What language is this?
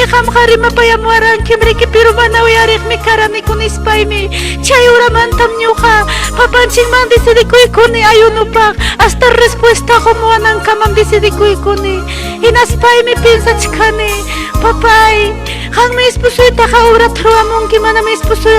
Ayacucho Quechua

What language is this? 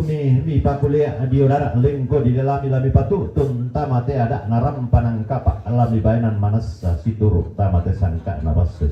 Toraja-Sa'dan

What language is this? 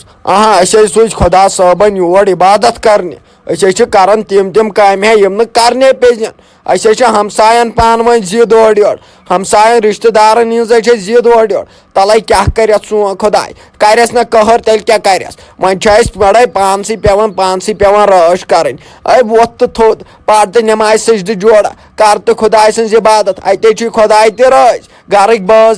Kashmiri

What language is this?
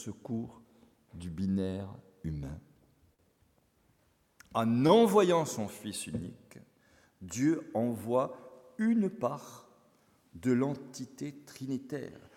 French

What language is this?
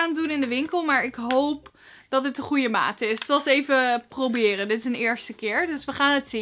Dutch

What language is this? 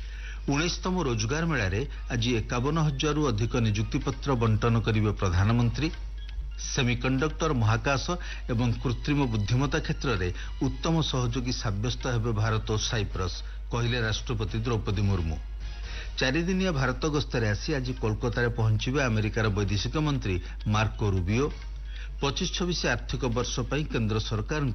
Odia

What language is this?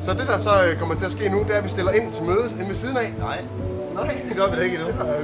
Danish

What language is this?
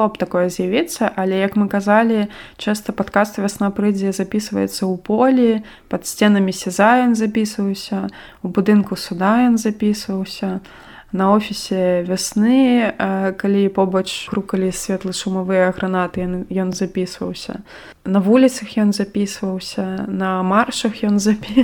Belarusian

